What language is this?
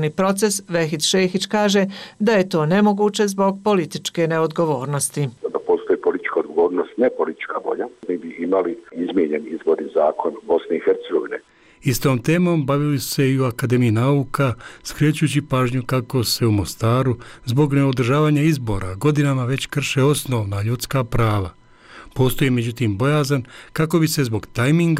Bosnian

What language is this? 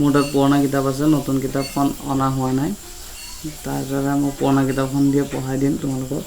Assamese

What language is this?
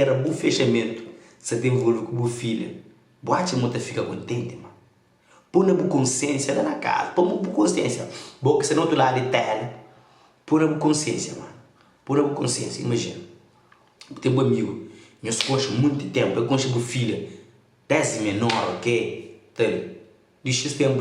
Kabuverdianu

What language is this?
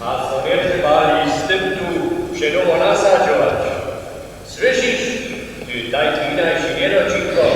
Upper Sorbian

